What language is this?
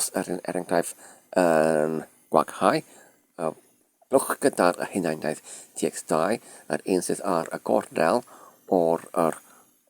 Welsh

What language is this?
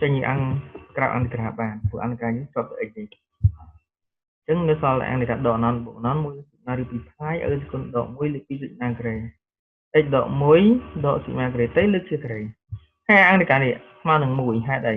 Khmer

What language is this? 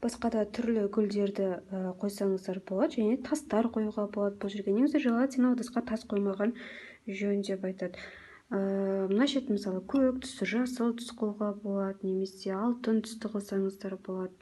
Kazakh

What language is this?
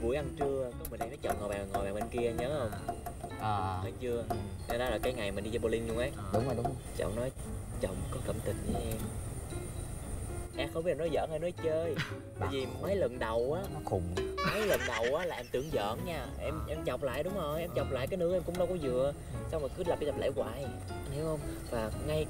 Vietnamese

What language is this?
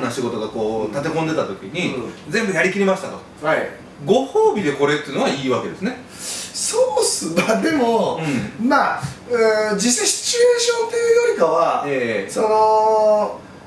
Japanese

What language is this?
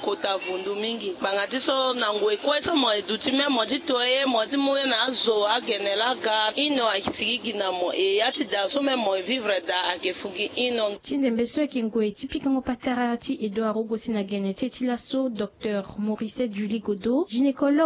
Sango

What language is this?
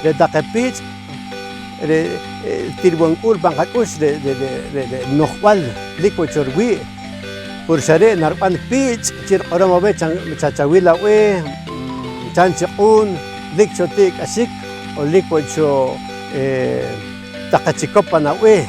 Poqomchi'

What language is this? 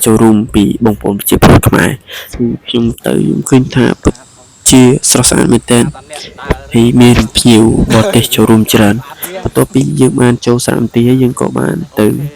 Khmer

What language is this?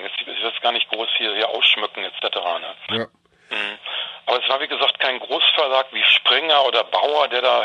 German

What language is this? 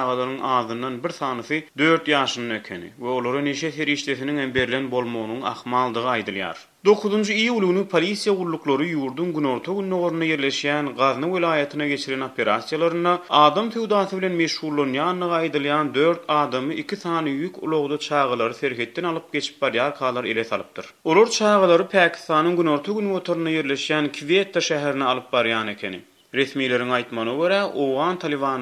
Turkmen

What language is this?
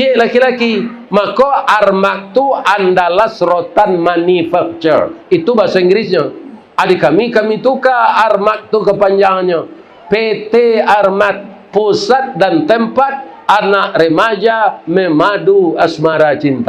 Minangkabau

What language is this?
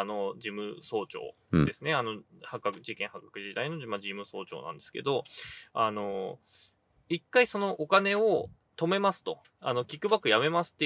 Japanese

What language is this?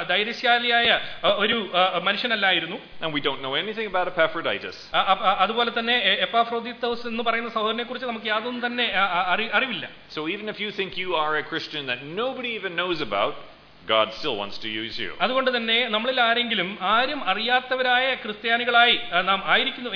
Malayalam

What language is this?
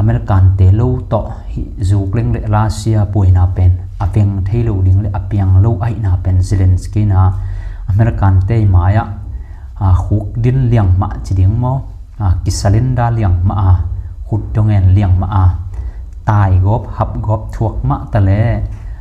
Tedim Chin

